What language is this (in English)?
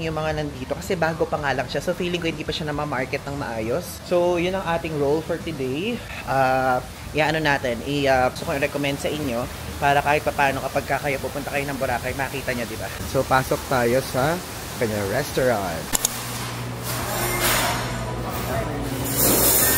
Filipino